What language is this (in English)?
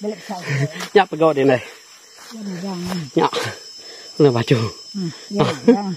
Iban